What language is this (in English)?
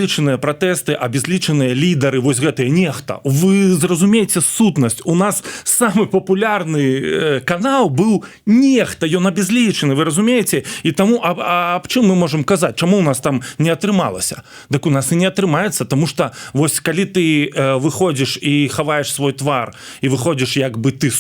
Belarusian